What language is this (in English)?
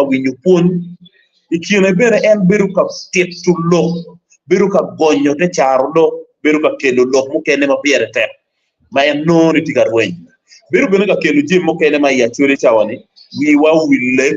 Acoli